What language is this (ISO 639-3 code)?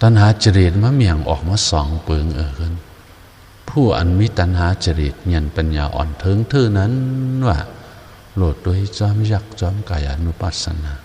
shn